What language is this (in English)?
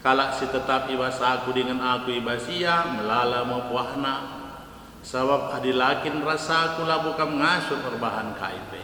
Batak Karo